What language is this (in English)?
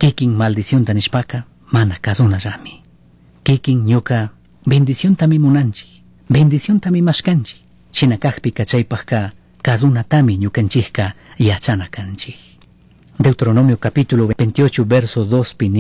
Chimborazo Highland Quichua